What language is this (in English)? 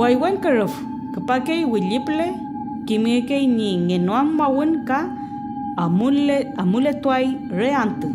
Mapuche